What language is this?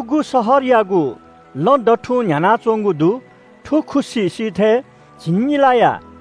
Newari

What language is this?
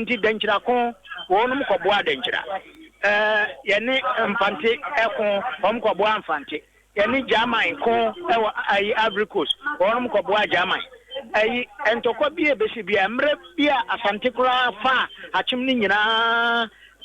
Akan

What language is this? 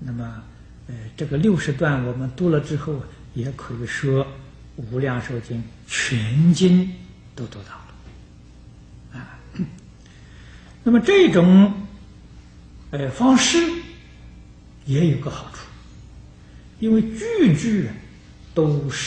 Chinese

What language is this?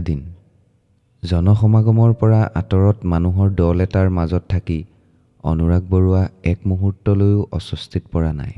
Assamese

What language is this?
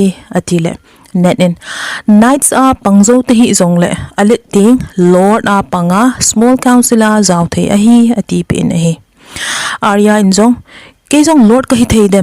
Thado Chin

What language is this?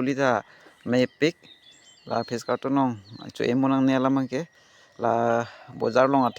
Karbi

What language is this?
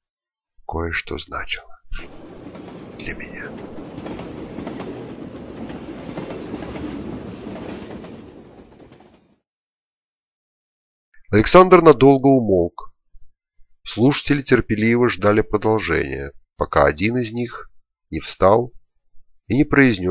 Russian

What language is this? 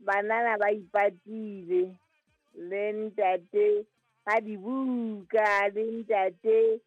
Southern Sotho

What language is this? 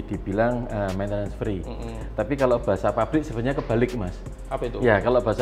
Indonesian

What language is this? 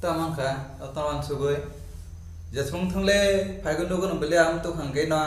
Kok Borok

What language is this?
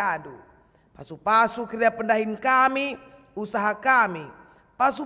Batak Karo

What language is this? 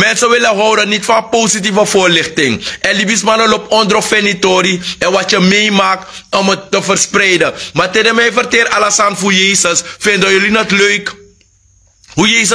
Sranan Tongo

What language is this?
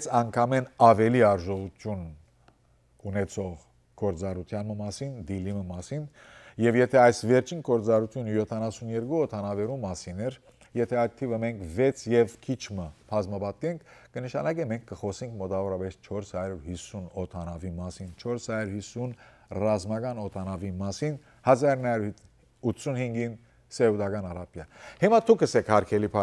Western Armenian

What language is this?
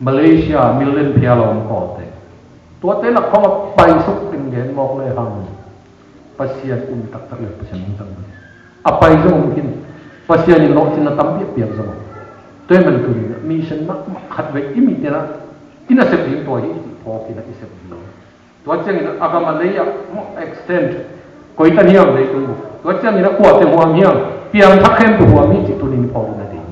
Tedim Chin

